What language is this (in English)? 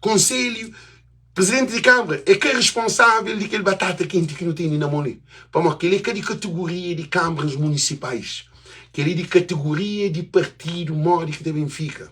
Kabuverdianu